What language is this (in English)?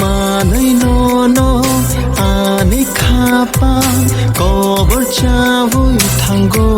Kok Borok